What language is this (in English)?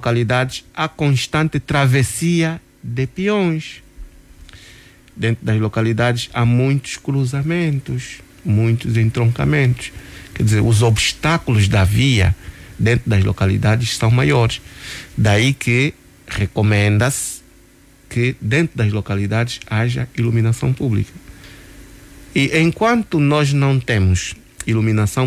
Portuguese